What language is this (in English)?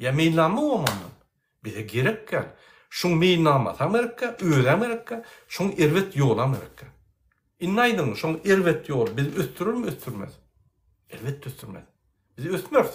Turkmen